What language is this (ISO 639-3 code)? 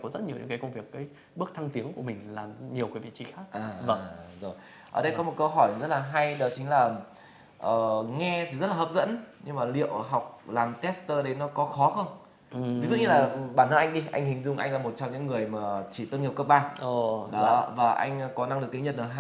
vie